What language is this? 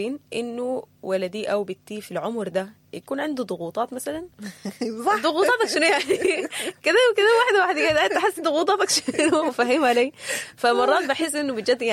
Sudanese Arabic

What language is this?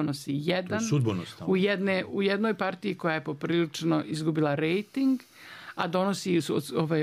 Bosnian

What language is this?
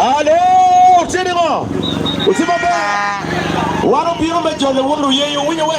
Acoli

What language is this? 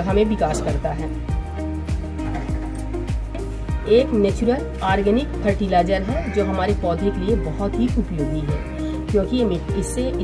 Hindi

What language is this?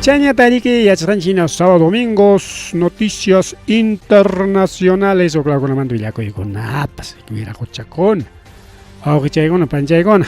Ayacucho Quechua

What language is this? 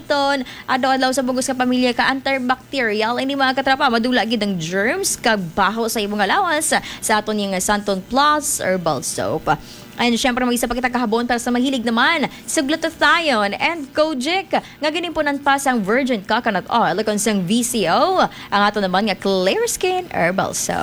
Hiligaynon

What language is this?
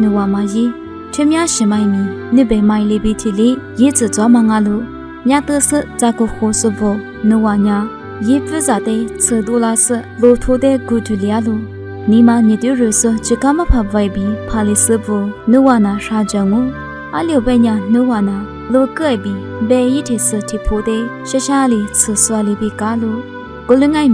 Lisu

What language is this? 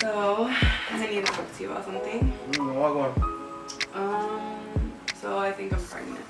Jamaican Creole English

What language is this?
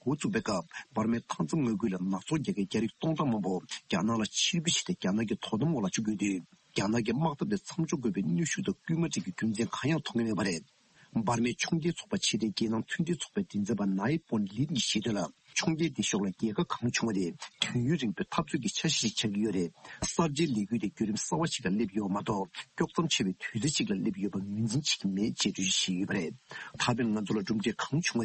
Tibetan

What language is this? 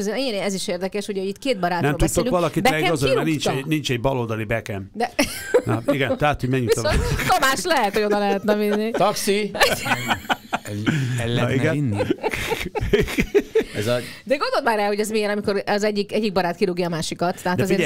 Hungarian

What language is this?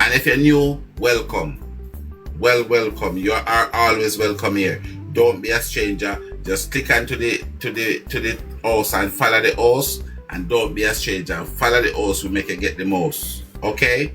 Jamaican Creole English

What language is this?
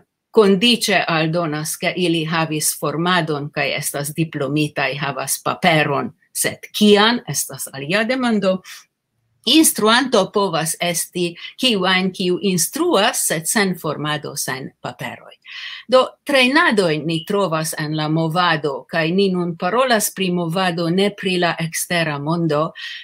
Esperanto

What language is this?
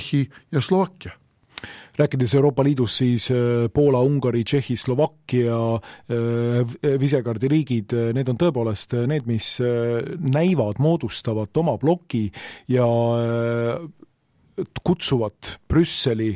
Estonian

